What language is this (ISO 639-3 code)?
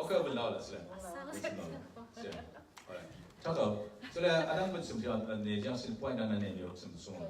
cfm